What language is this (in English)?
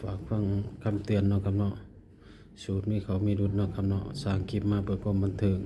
Northeastern Thai